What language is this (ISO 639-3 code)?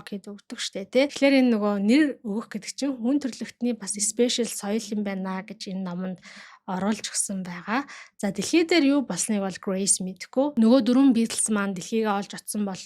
mon